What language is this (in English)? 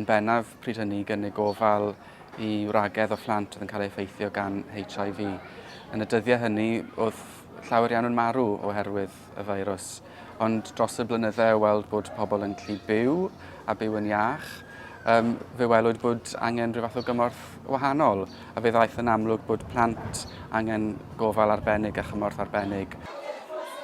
Welsh